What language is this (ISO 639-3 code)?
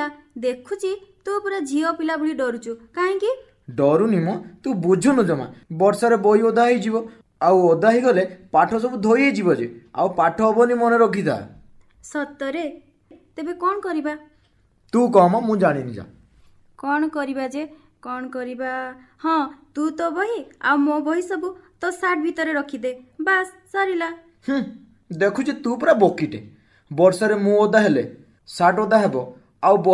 ori